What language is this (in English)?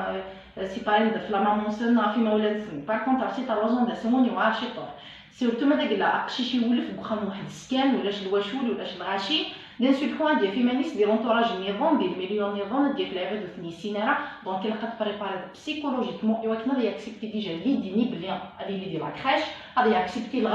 Kabyle